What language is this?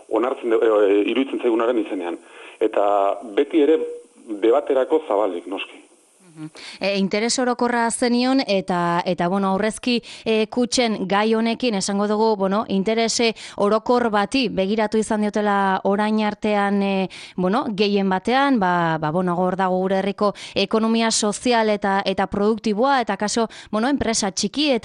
Basque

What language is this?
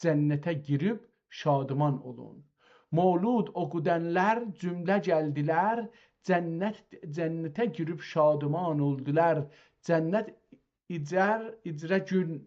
South Azerbaijani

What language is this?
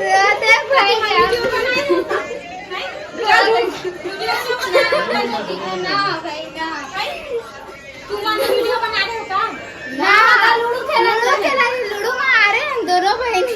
Chhattisgarhi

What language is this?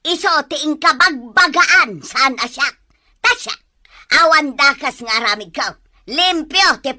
Iloko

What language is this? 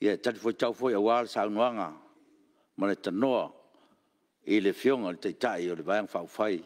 Samoan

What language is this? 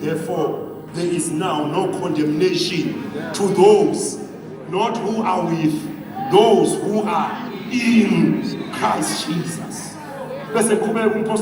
Zulu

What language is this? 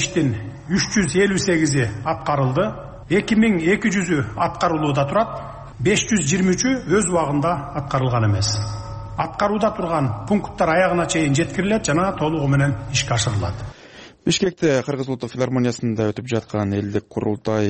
Kyrgyz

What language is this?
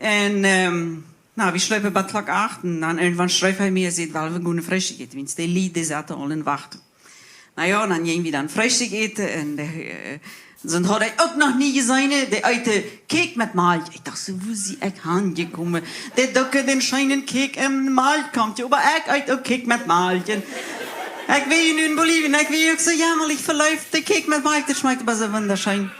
Plautdietsch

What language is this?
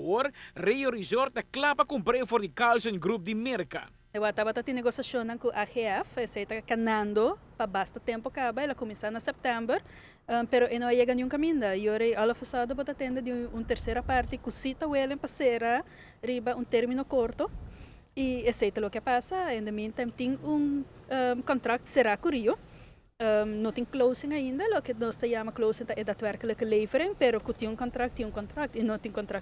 Papiamento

